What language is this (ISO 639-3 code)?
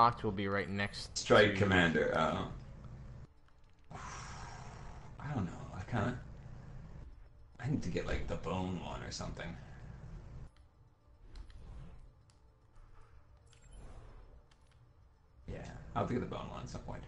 eng